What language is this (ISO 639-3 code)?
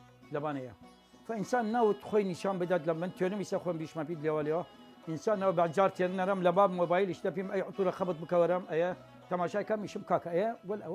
sdh